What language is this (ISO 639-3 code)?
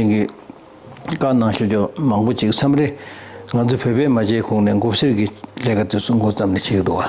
bod